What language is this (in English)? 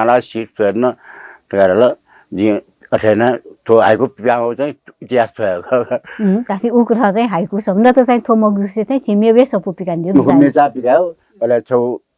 Newari